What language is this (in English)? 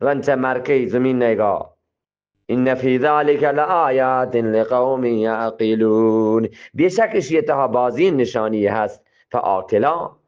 Eastern Balochi